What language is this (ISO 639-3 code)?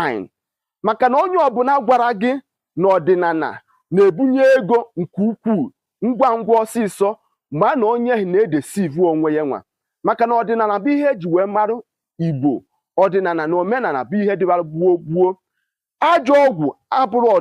ibo